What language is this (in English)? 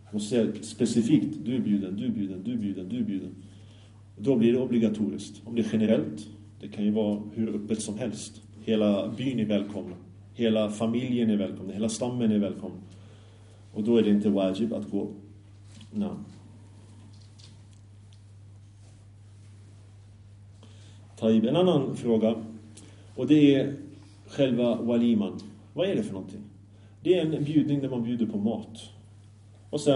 Swedish